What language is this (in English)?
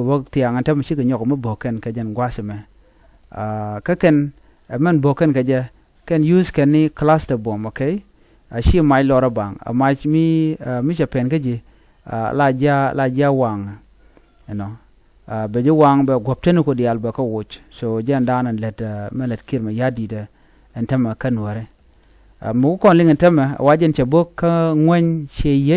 Nuer